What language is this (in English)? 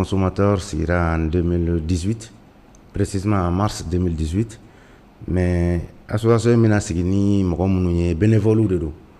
Bambara